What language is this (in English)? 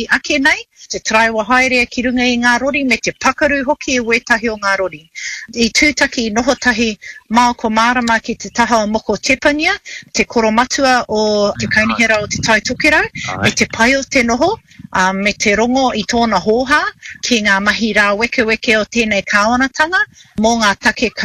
Māori